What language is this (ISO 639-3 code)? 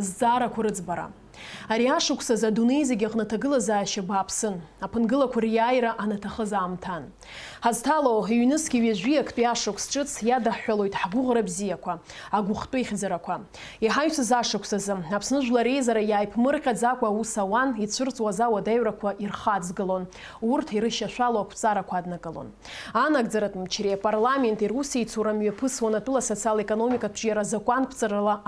abk